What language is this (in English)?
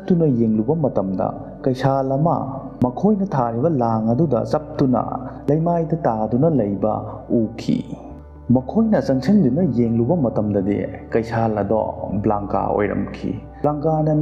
Manipuri